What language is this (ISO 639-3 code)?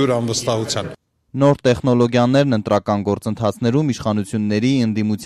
hye